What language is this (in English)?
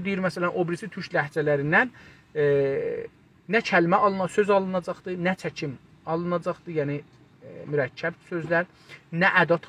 South Azerbaijani